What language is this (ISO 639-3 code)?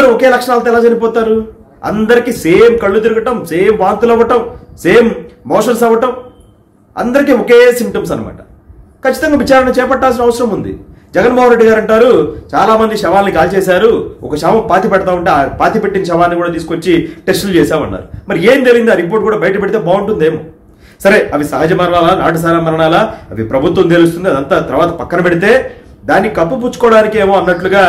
tel